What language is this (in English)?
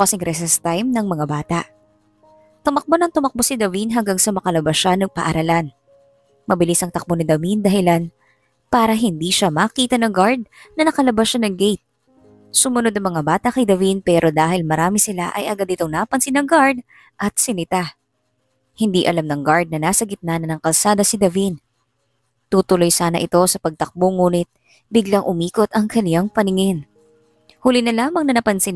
Filipino